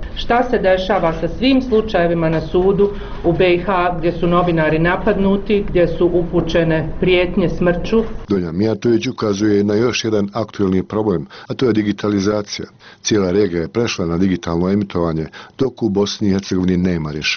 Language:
Bosnian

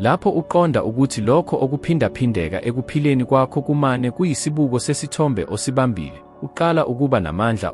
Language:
Zulu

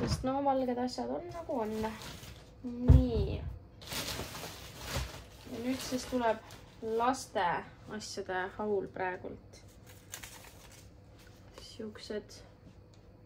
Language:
Estonian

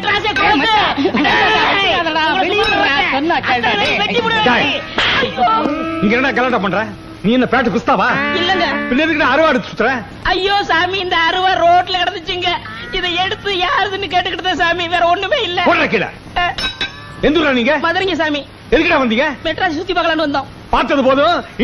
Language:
Tamil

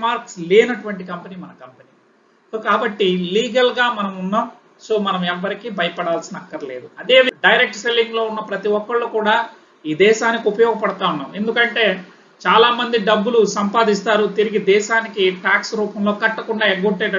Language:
Telugu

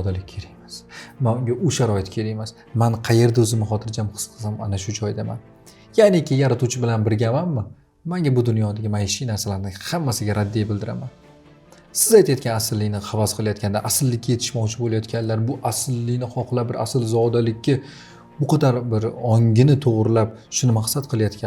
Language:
Uzbek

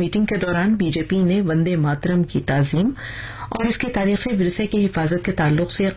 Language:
Urdu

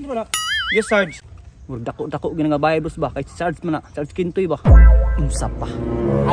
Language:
Cebuano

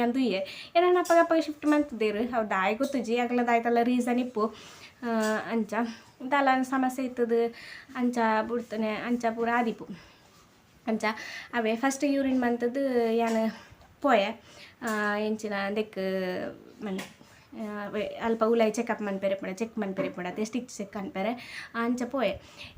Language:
Tulu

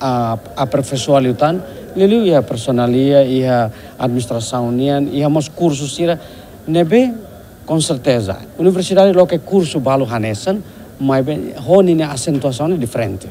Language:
Tetum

